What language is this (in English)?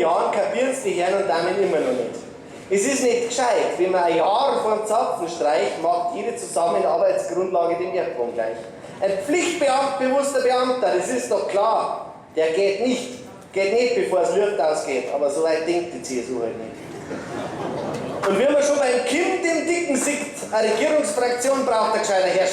Bavarian